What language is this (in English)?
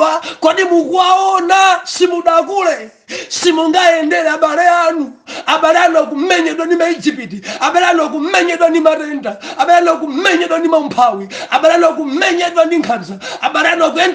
Nyanja